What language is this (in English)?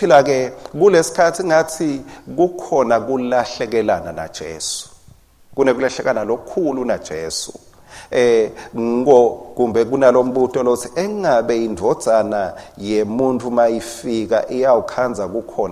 Swati